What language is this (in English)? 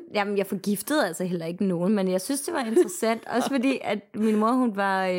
Danish